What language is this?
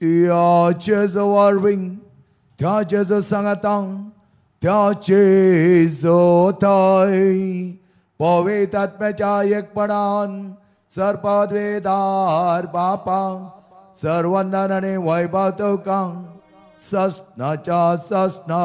Konkani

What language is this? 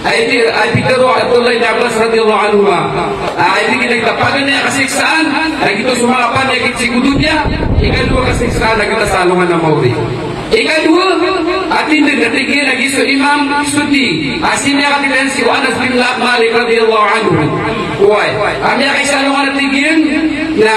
Maranao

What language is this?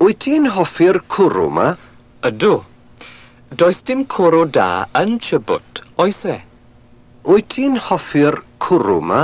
Welsh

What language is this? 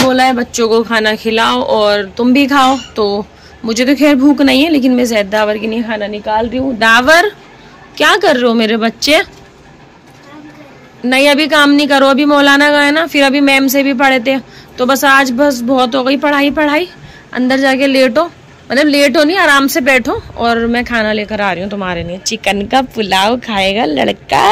Hindi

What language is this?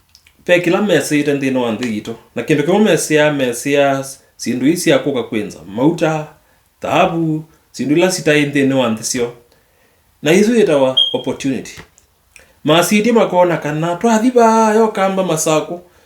Kamba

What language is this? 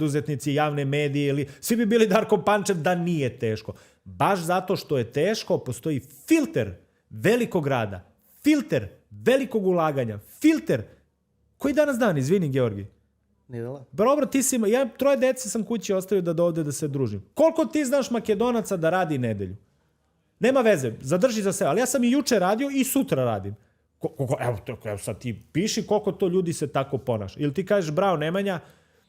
Macedonian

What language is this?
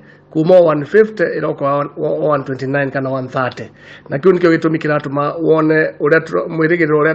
Kikuyu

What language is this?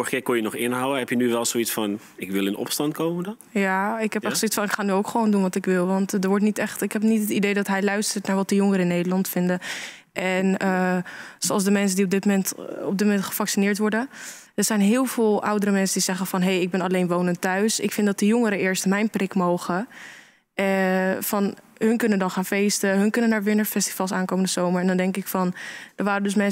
Dutch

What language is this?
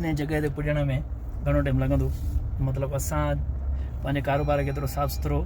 Sindhi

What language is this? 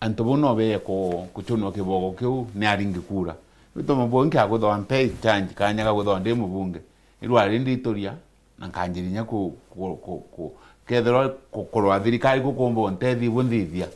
Meru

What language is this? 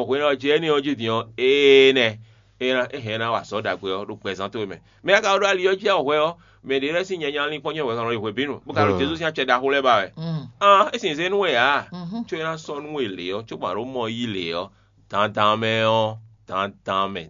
Fon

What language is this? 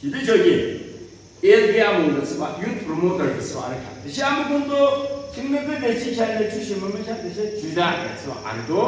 Yimchungru Naga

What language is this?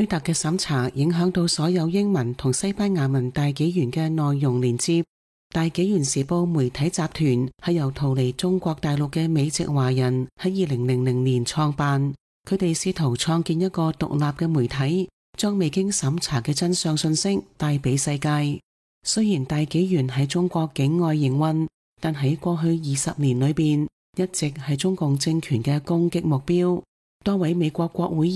Cantonese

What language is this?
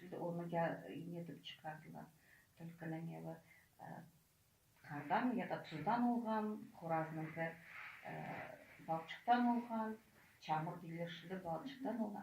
Crimean Tatar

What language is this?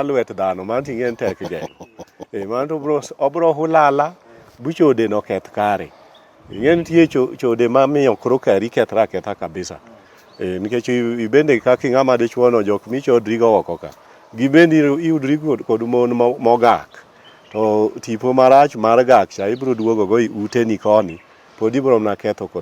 Luo (Kenya and Tanzania)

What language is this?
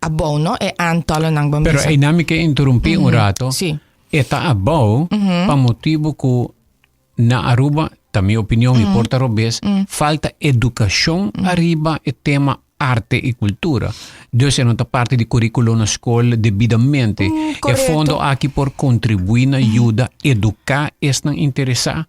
Papiamento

